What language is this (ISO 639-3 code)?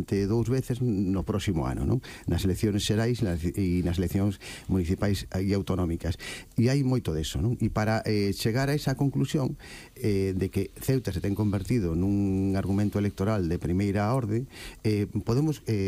glg